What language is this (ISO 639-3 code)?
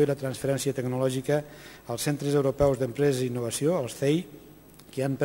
cat